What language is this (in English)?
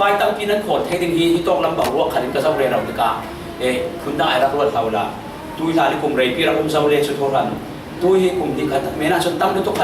Falam Chin